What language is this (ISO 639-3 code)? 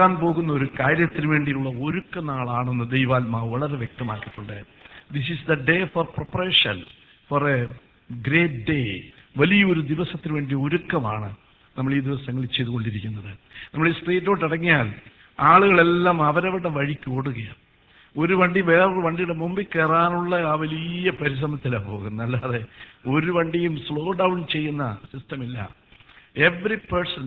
mal